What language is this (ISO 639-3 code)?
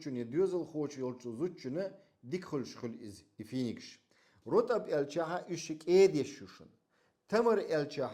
che